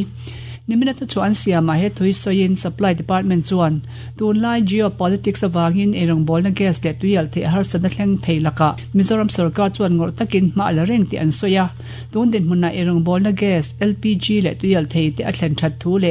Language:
Mizo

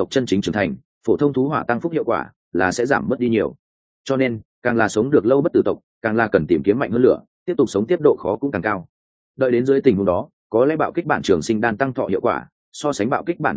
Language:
Vietnamese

